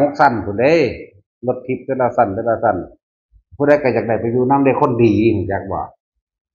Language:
Northeastern Thai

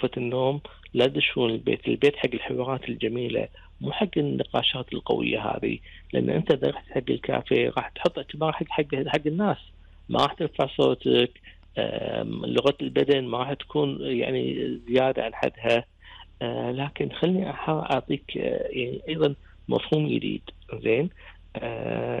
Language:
Gulf Arabic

